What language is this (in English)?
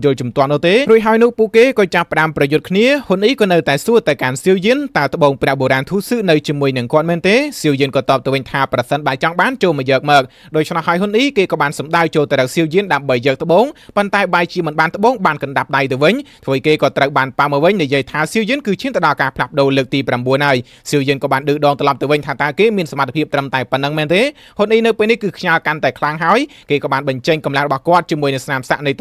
Khmer